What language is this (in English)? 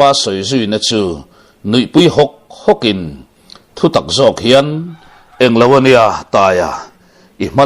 Mizo